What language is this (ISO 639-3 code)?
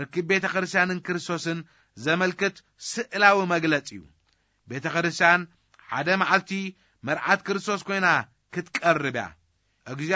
tir